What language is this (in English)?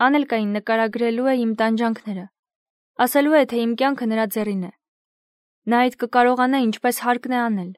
Armenian